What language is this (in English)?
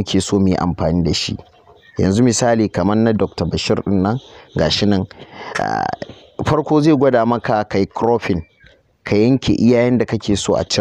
Hausa